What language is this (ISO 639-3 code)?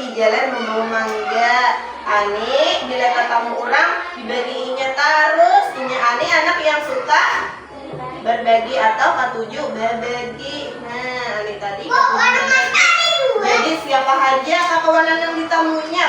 bjn